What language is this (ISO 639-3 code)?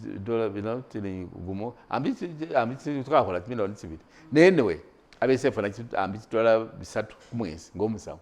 myx